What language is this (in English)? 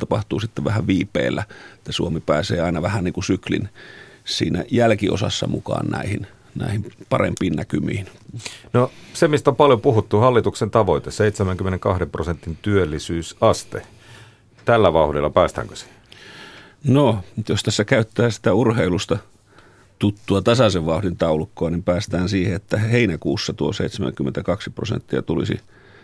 Finnish